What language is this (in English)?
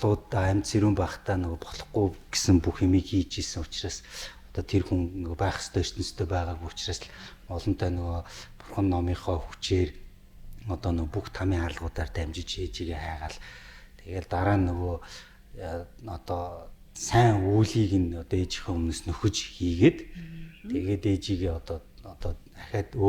Mongolian